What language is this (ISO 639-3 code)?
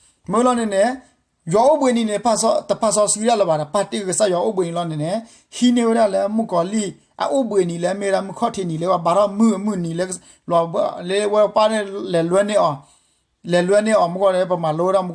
ksw